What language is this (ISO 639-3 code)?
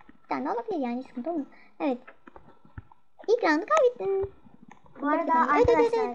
tur